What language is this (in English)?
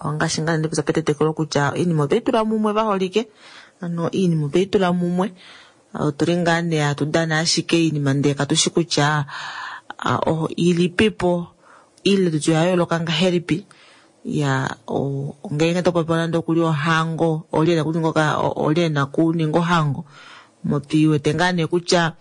Kuanyama